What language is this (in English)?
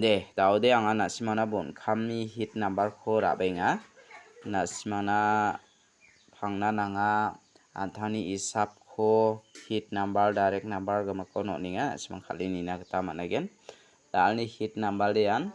Garo